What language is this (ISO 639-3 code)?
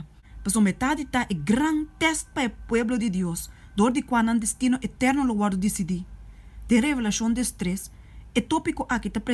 pap